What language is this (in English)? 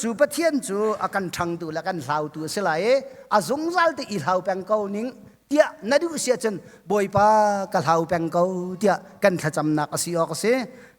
Hakha Chin